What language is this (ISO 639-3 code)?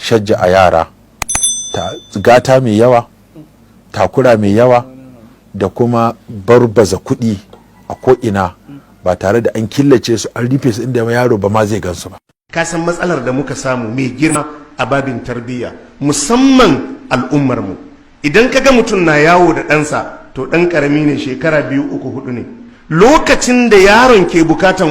hau